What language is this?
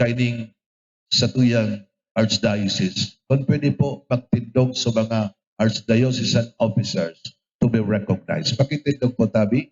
Bikol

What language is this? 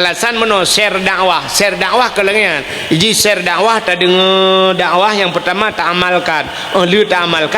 Achinese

